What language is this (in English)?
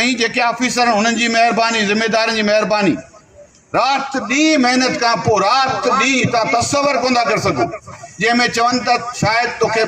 Sindhi